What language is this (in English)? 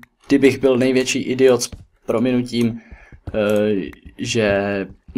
Czech